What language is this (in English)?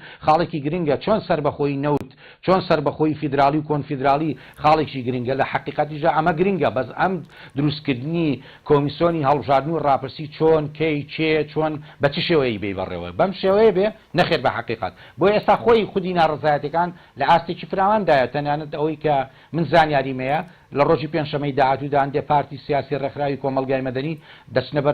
Central Kurdish